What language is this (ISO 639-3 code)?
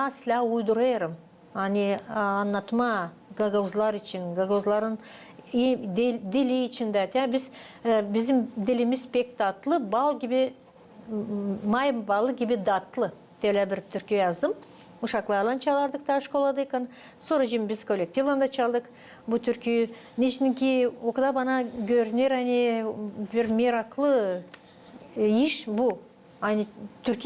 gag